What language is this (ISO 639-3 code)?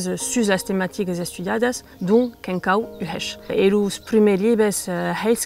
oci